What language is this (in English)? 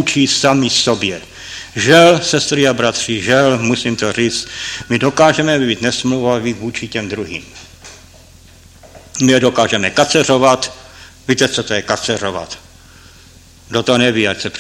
Czech